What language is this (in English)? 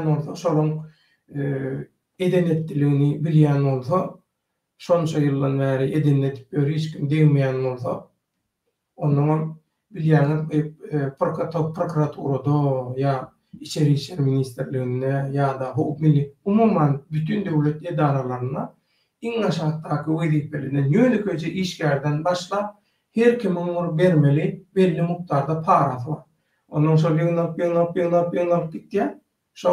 Turkmen